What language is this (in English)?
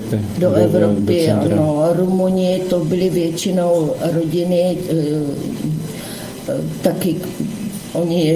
Czech